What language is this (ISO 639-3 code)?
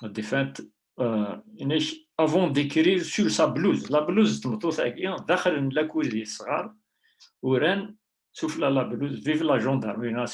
kab